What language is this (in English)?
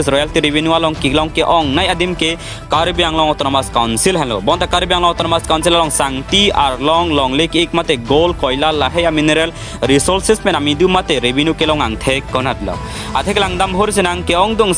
Karbi